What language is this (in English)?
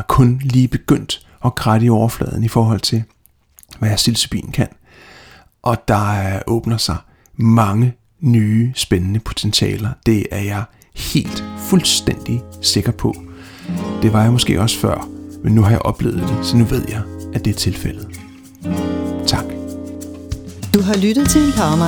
Danish